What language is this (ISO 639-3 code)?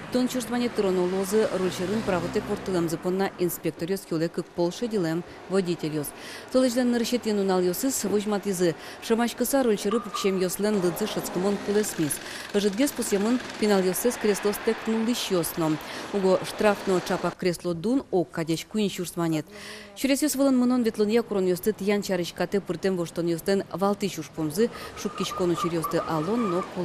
udm